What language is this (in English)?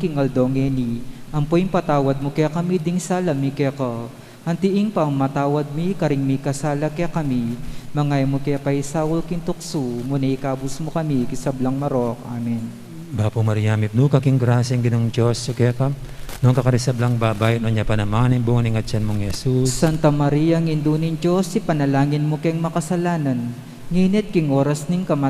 Pampanga